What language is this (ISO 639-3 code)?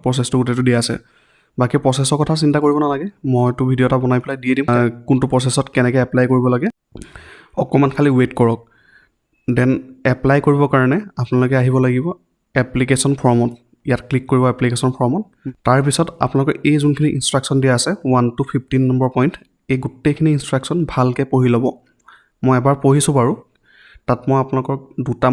asm